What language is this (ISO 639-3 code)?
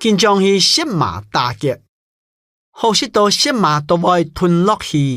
hak